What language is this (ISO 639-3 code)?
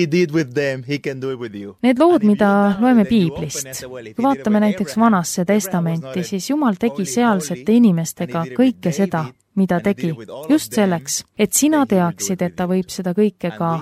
est